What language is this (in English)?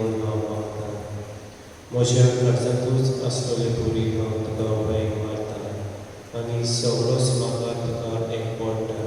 Konkani